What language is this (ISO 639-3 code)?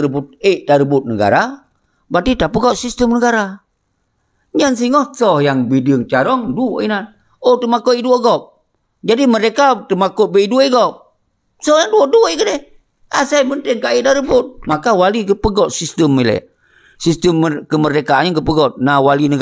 ace